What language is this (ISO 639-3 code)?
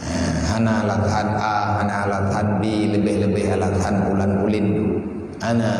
ace